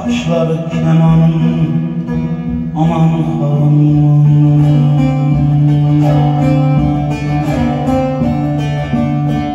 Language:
Turkish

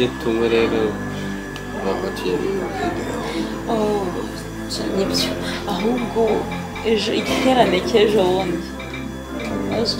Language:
Kinyarwanda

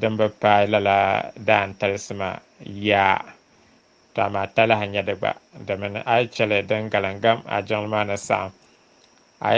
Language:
Dagbani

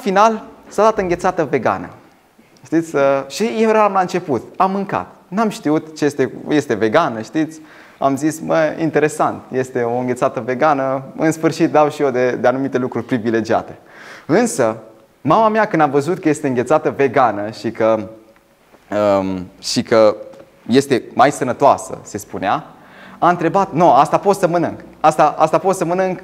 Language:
Romanian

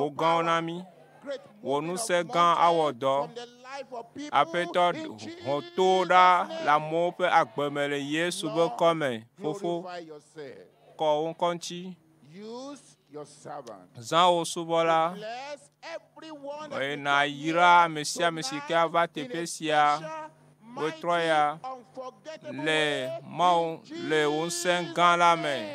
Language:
Ewe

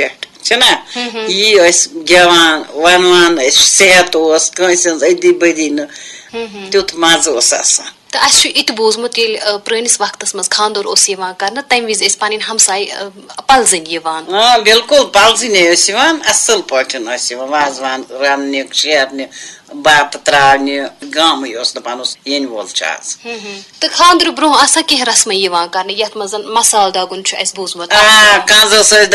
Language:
Kashmiri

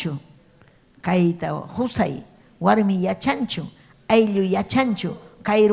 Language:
Ayacucho Quechua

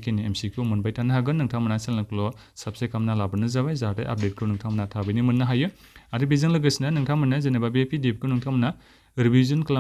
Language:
Bodo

